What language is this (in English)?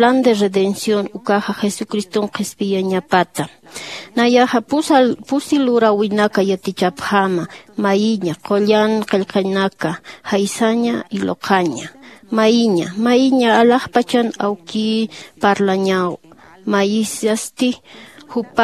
Aymara